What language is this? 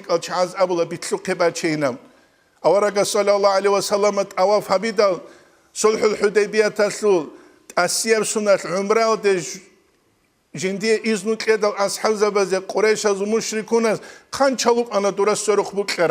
Avaric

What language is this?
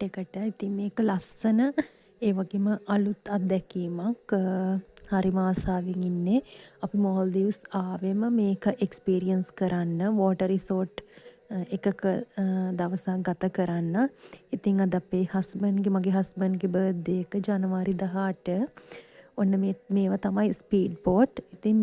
Sinhala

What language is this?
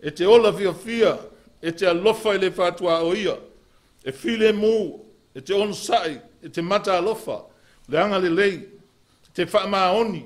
Samoan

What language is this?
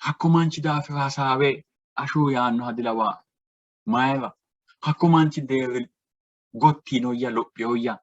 Sidamo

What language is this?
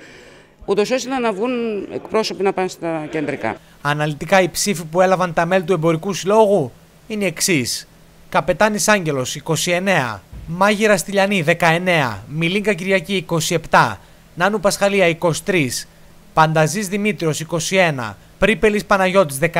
Greek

